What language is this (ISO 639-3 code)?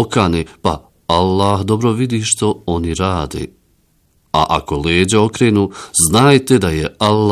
hye